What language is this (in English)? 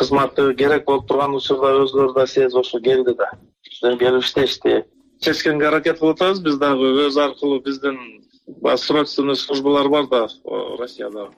Kyrgyz